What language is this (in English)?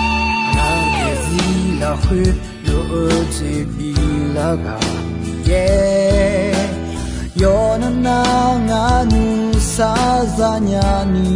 Akha